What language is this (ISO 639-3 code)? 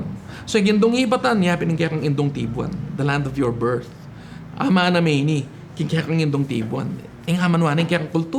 pam